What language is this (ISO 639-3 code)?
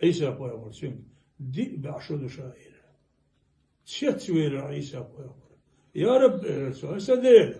che